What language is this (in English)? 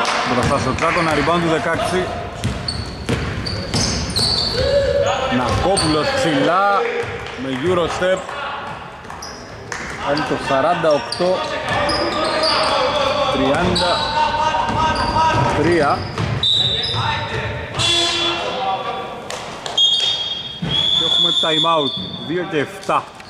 Greek